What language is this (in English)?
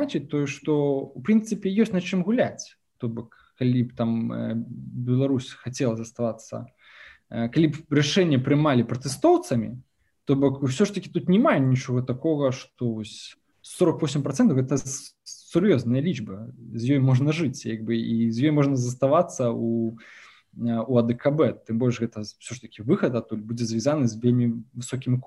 Belarusian